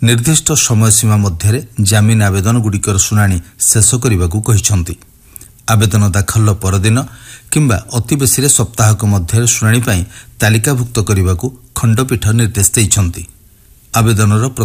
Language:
Odia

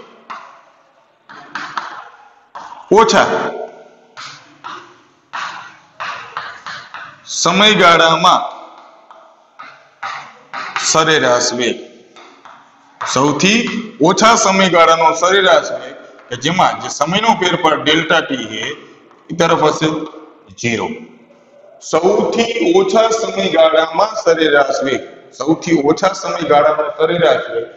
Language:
Gujarati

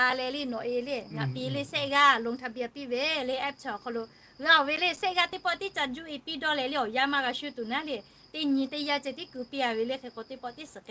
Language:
Lahu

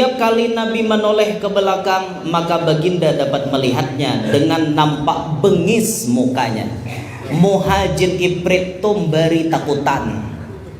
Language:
Banjar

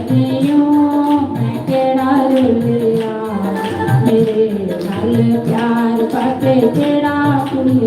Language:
Dogri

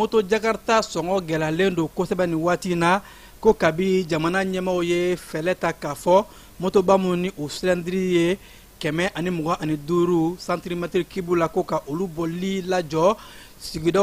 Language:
Bambara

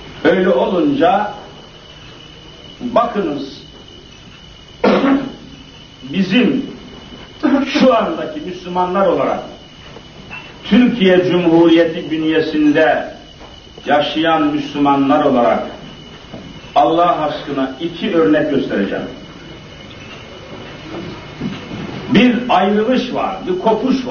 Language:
Turkish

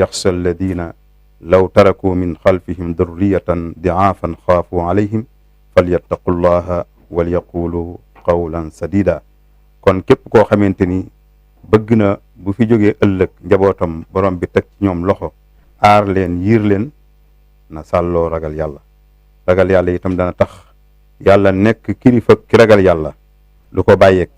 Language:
Wolof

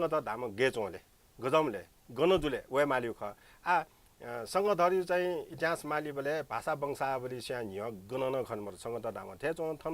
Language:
Newari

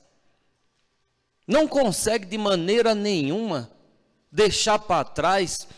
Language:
Portuguese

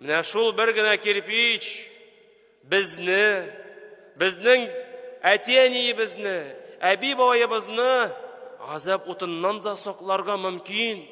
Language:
Tatar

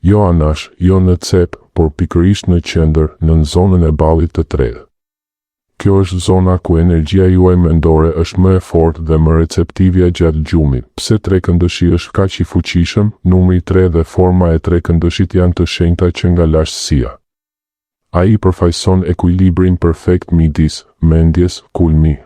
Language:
Albanian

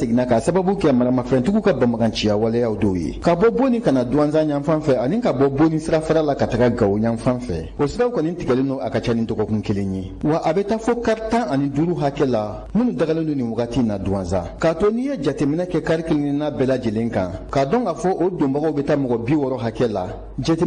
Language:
Bambara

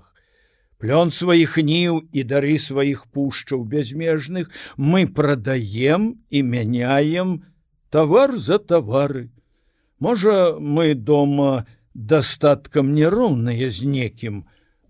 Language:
Belarusian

